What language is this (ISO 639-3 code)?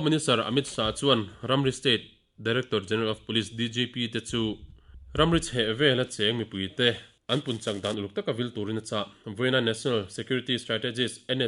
lus